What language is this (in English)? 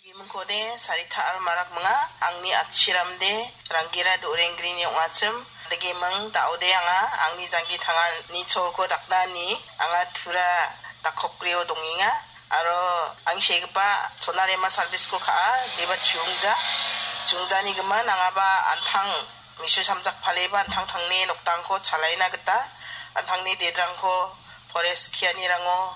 Garo